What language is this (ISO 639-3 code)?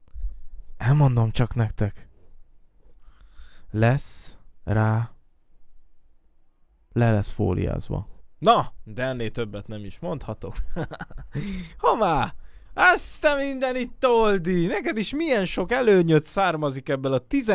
hun